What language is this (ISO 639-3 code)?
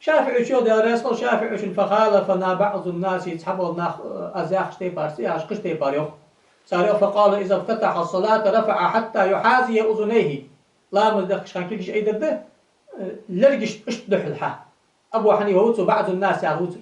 inh